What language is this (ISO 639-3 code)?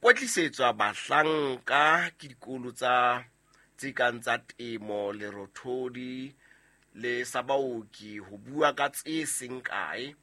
sot